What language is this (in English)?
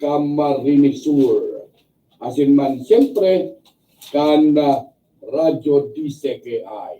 Bikol